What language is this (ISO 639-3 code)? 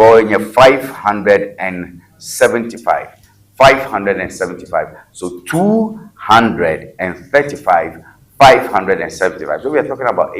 ewe